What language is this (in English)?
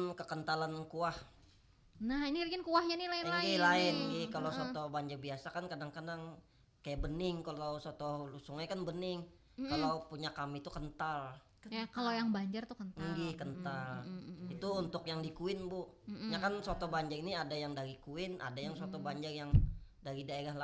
Banjar